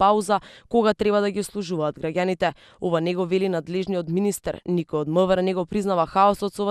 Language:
Macedonian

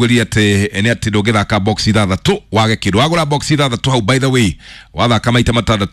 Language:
Kikuyu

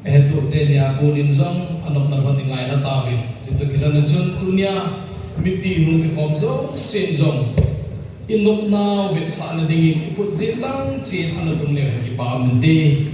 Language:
Thado Chin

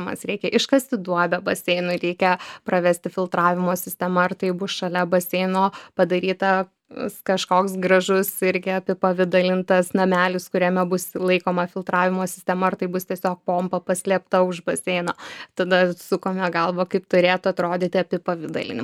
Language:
Lithuanian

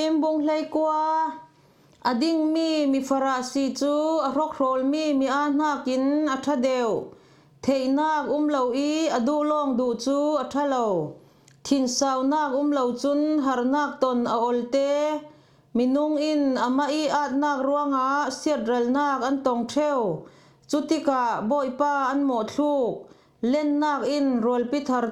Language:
Falam Chin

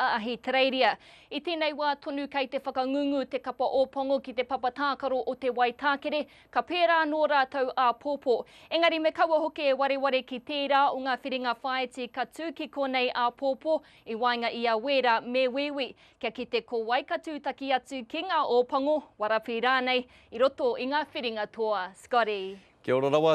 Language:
Māori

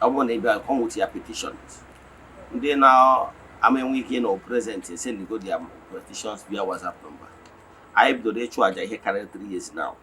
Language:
Igbo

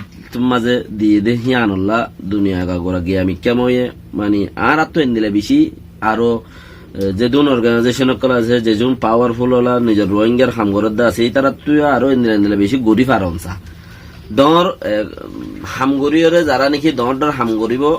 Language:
Rohingya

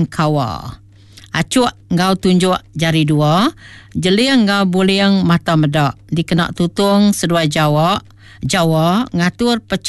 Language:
Iban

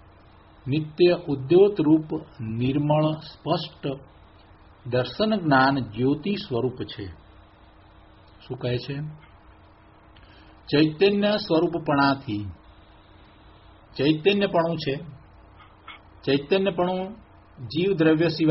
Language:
Gujarati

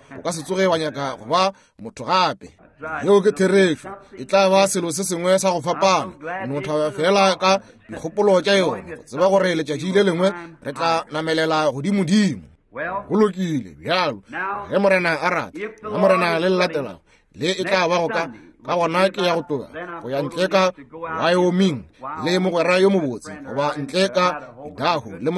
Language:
Northern Sotho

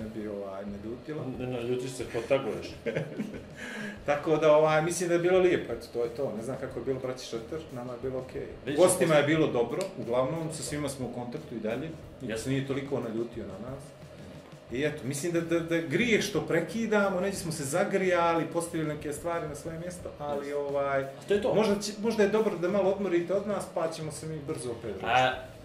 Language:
Bosnian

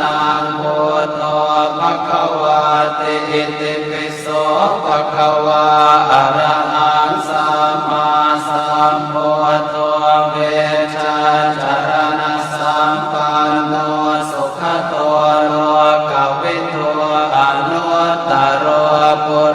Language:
Pali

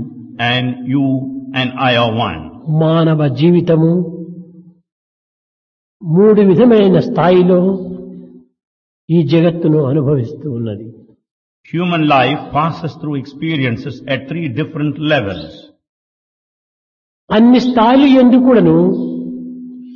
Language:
Telugu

